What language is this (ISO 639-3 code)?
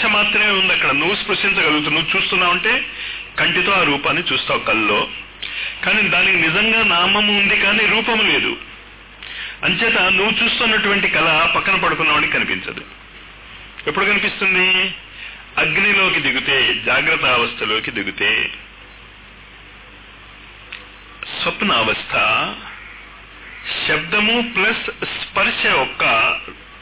tel